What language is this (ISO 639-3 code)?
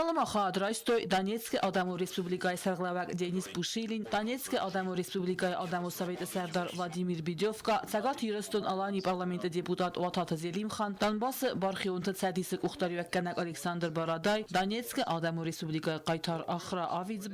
oss